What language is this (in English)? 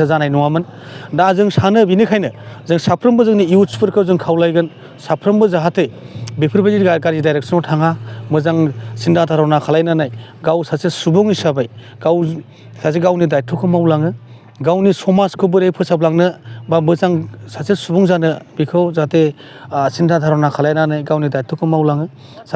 Bodo